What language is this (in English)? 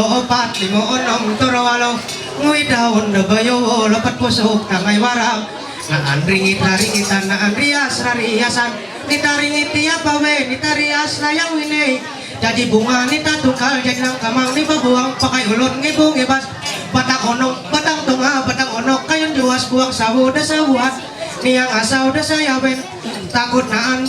Ma'anyan